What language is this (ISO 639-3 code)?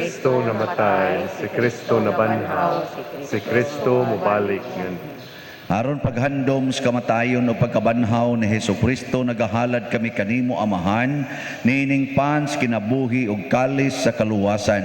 ceb